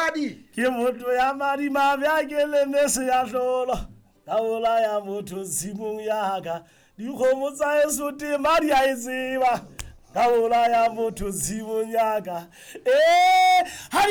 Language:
Southern Sotho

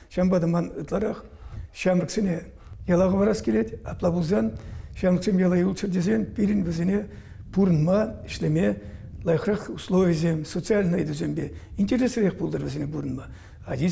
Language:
Chuvash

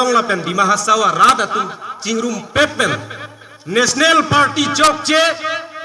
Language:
Karbi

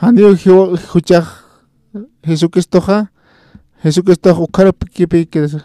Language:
Aymara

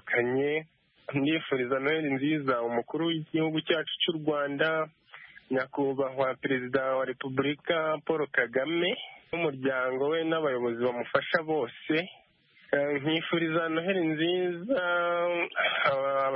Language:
Kinyarwanda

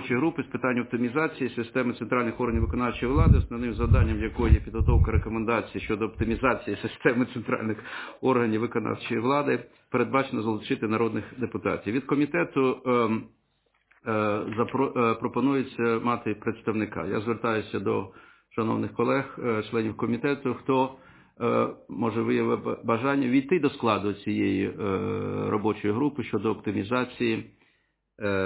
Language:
Ukrainian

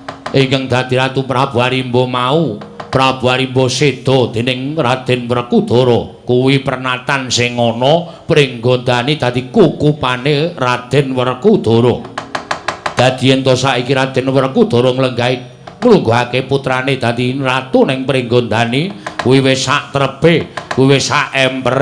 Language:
Javanese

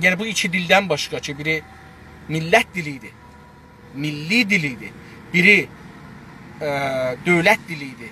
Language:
South Azerbaijani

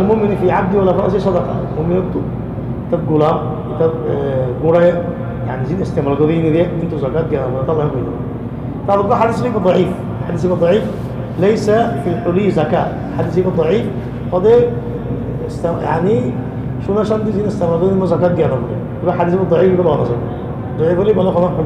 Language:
Rohingya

